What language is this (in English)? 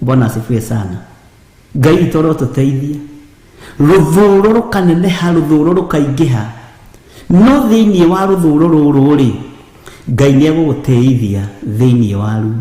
Kikuyu